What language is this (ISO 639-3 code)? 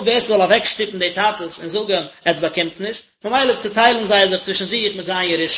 yid